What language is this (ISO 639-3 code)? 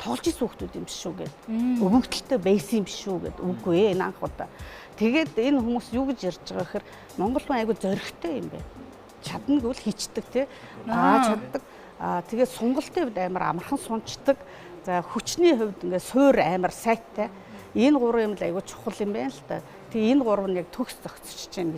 mon